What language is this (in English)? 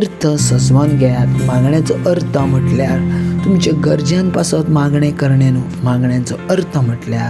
Konkani